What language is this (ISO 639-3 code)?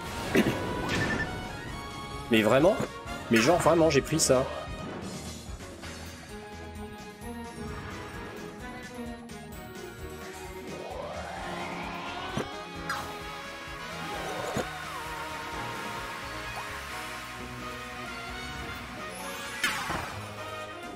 fra